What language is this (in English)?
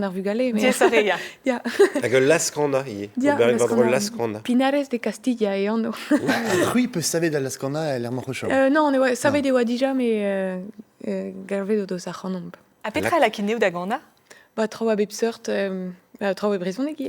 Breton